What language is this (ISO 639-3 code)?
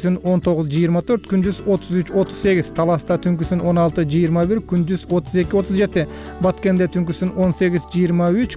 kir